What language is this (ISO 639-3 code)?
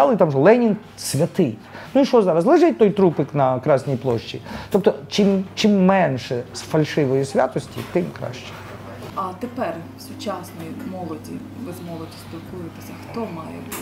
ukr